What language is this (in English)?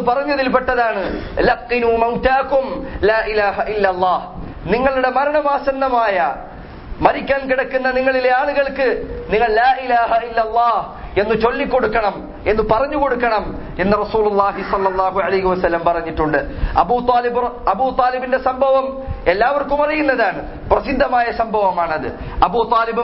Malayalam